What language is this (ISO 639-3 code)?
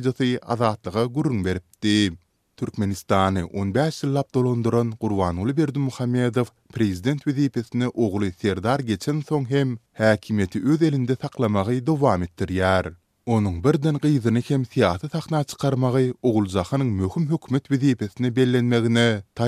tuk